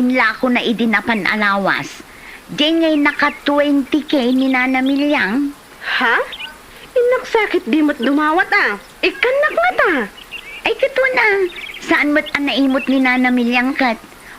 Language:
Iloko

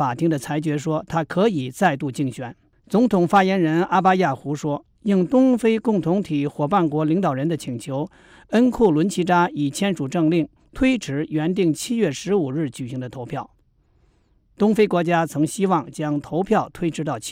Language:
Chinese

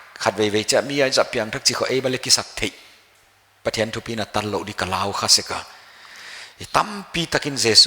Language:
Paite Chin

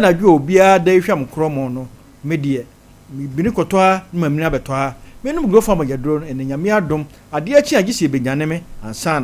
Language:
Akan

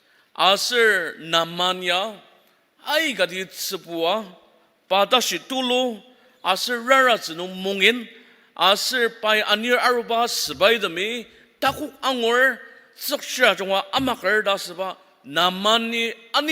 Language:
Ao Naga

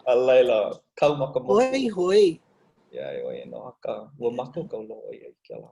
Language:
Hawaiian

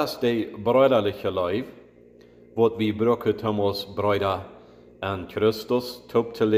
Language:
Plautdietsch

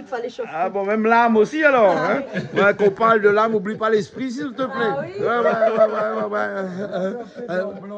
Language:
Réunion Creole French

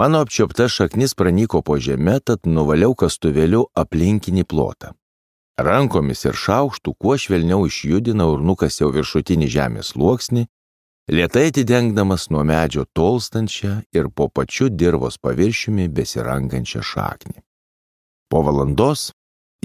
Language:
Lithuanian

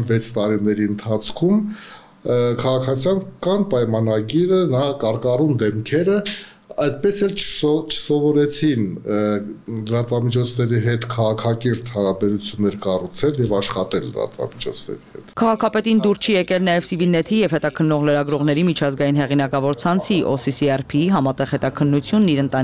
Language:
Armenian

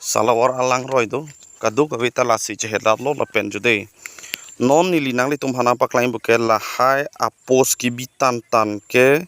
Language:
Karbi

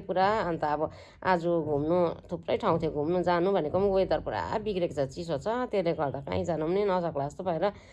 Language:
Nepali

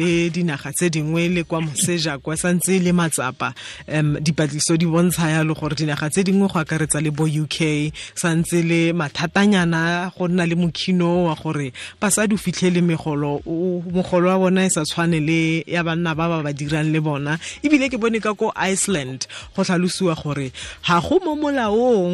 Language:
Tswana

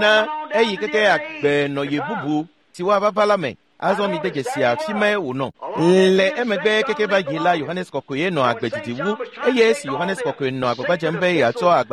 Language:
Ewe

